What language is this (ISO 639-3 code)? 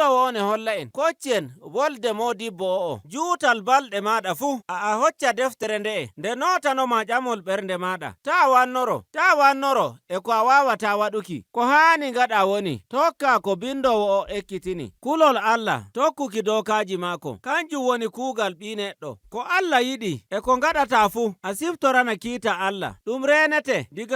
fuv